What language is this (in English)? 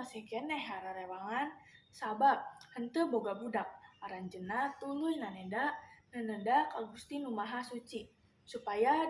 Sundanese